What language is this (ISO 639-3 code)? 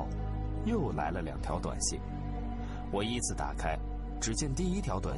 zho